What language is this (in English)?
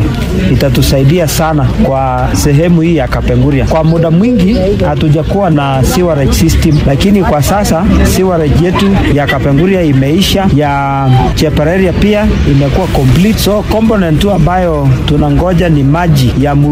Swahili